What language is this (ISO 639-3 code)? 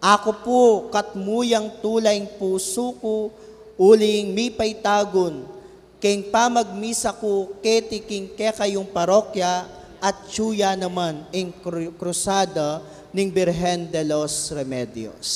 pam